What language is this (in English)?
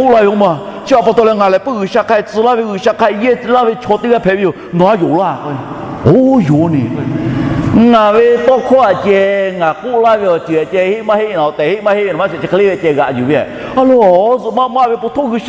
Lahu